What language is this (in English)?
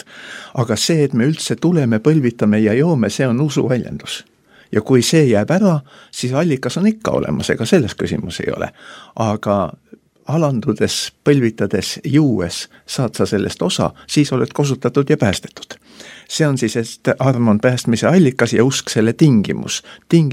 Estonian